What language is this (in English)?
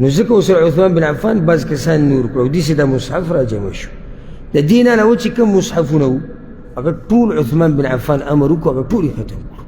Pashto